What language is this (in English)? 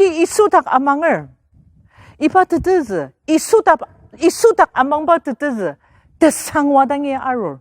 Ao Naga